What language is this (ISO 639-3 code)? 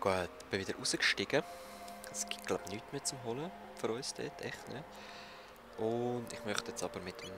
gsw